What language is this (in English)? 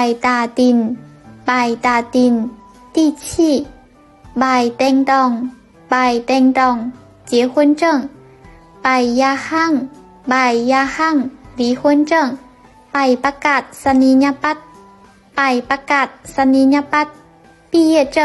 Lao